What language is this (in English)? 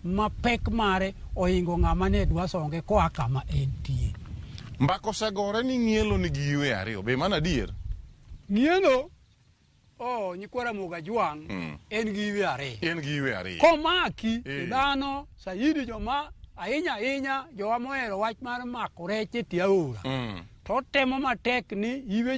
Luo (Kenya and Tanzania)